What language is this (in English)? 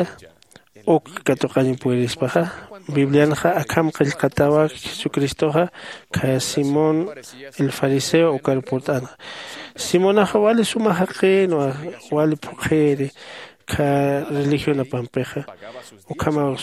Aymara